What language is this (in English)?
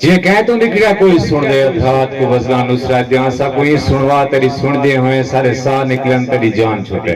Saraiki